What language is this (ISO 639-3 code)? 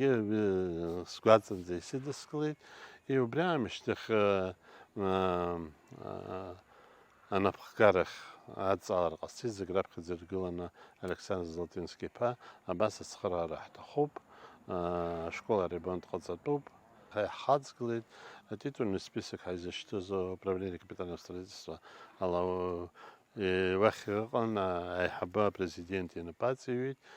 abk